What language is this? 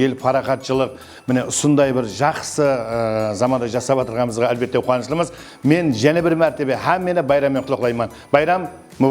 Kara-Kalpak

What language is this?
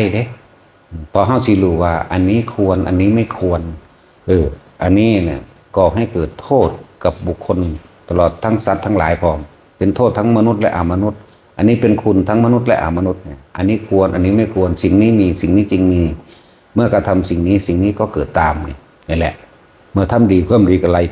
Northeastern Thai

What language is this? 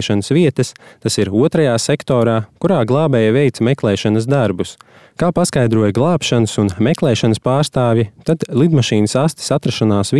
Latvian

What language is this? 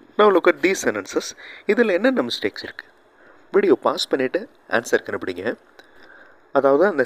Tamil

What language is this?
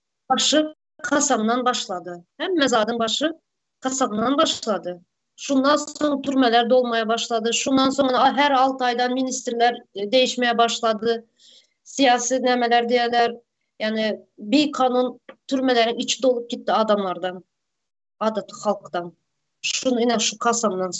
Turkmen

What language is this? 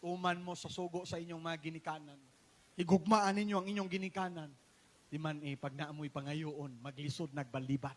Cebuano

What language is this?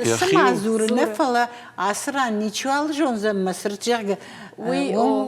Ossetic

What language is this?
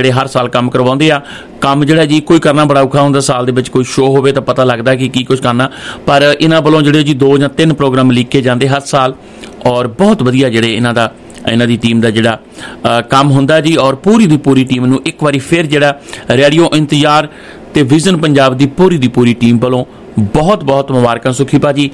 Punjabi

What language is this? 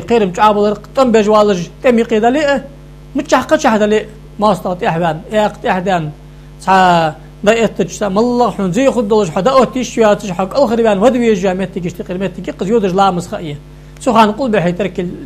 Ingush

